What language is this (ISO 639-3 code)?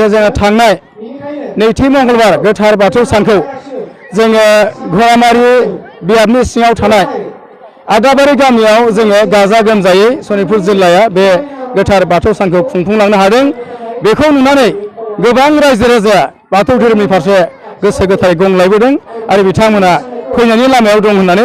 brx